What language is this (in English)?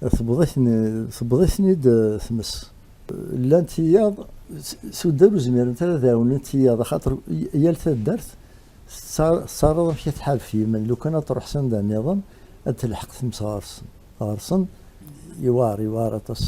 Kabyle